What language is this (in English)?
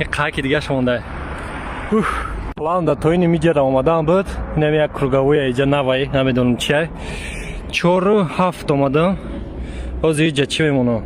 Tajik